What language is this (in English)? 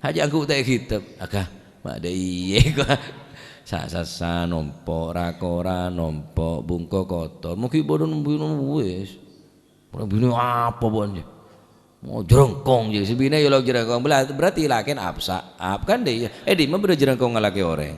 Madurese